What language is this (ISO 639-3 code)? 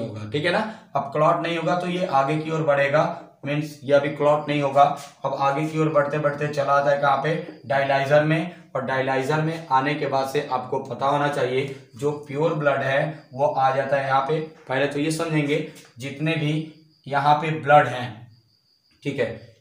hin